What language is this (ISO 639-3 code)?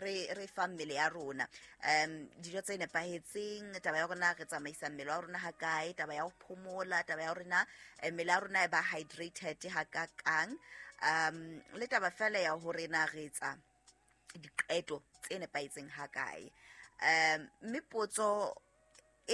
sot